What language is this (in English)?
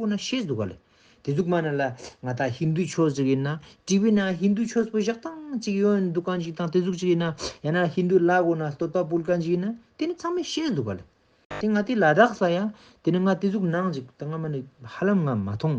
Ladakhi